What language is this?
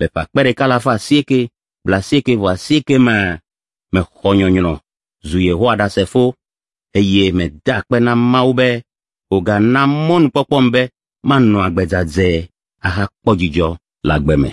Ewe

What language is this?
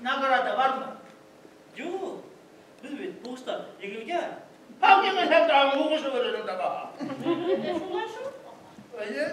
Bashkir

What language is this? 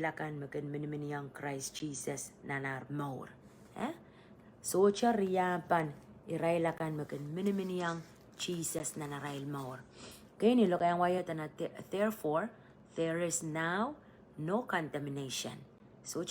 Pohnpeian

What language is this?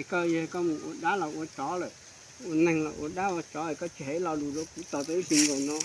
Hmong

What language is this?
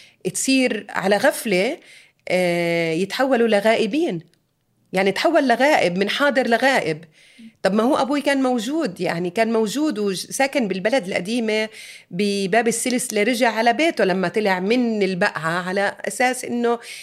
North Levantine Arabic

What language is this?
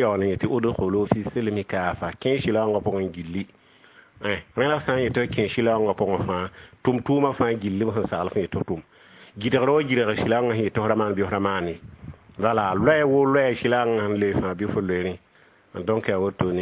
Mossi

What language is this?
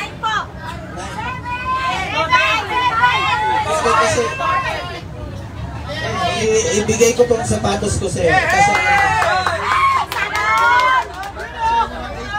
Filipino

